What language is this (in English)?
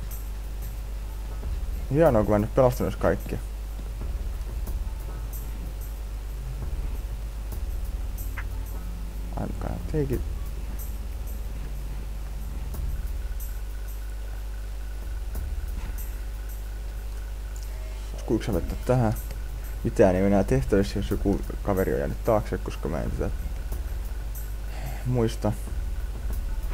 Finnish